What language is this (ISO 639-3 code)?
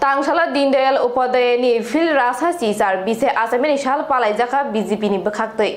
trp